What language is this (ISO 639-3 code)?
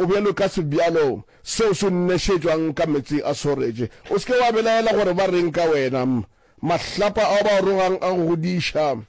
nso